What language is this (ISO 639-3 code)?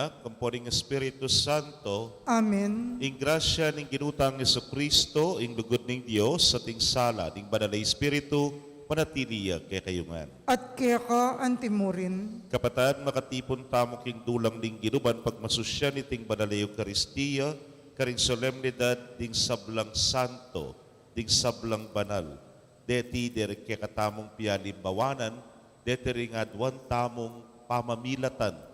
pam